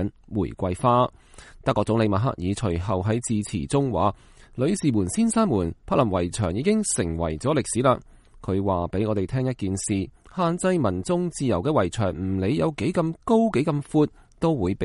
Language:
Cantonese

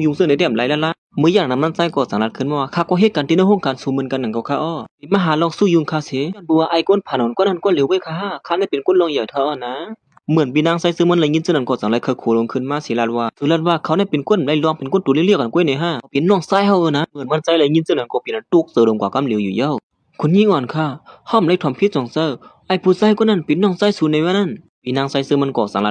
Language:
Shan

